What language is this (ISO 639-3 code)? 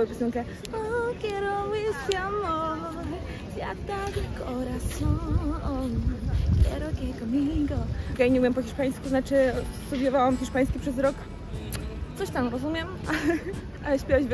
pol